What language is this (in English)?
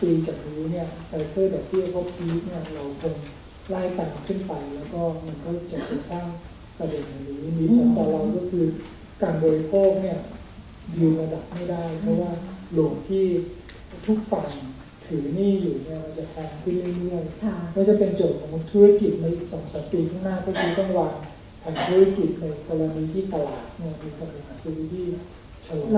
Thai